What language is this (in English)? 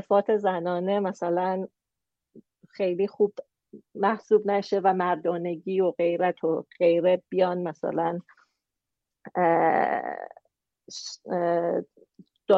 Persian